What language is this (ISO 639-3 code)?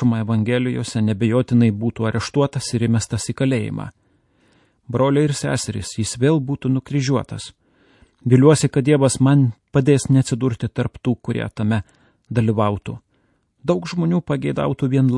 lit